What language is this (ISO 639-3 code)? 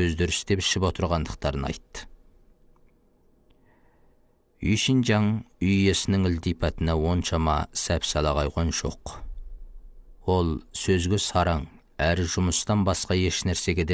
kaz